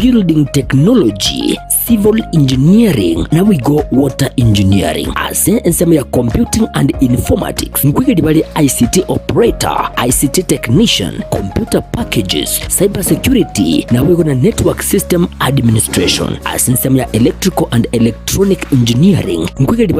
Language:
Gusii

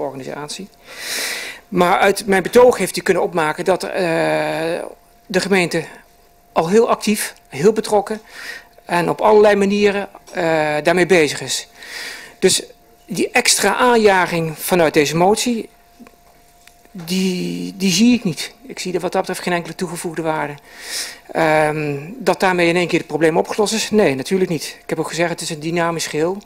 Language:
Dutch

